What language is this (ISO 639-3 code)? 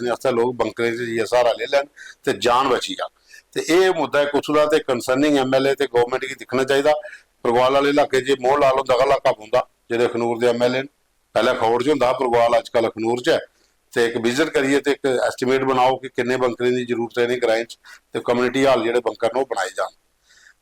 doi